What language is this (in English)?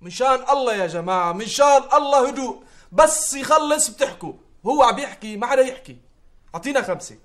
North Levantine Arabic